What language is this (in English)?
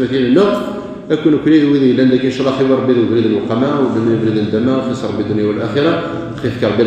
Kabyle